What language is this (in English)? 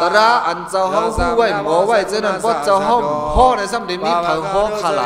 Shan